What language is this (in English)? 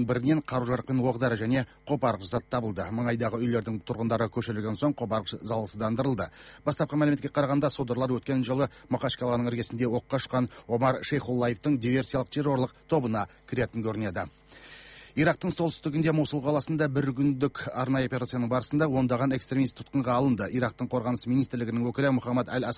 Kazakh